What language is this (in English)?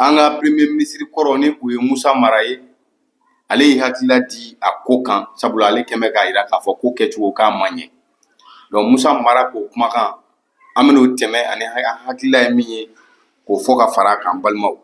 Bambara